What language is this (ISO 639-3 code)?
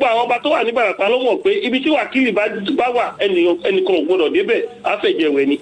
yor